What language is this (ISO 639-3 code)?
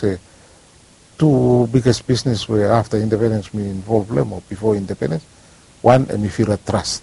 bis